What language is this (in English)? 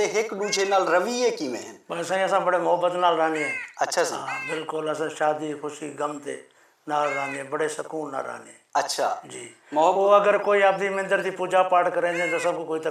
Saraiki